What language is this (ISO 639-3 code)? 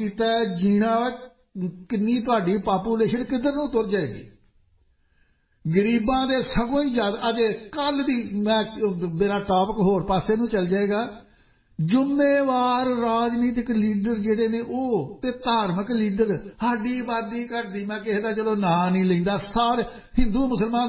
pan